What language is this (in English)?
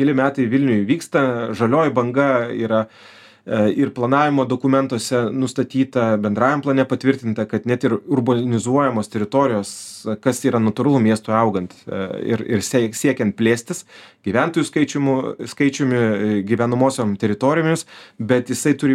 Lithuanian